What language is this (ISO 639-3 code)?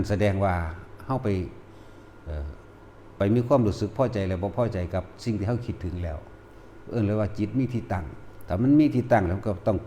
tts